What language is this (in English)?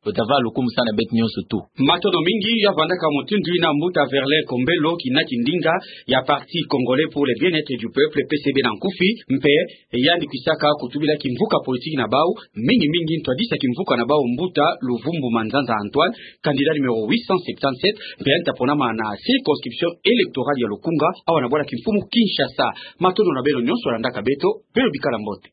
Kituba (Democratic Republic of Congo)